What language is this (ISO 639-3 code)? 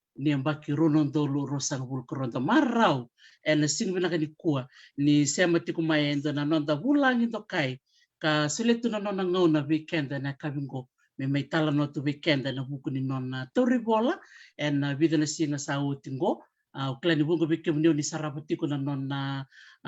fij